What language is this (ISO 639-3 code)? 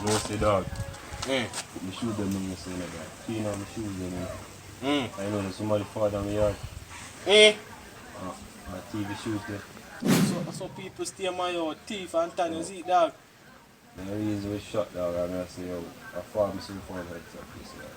jam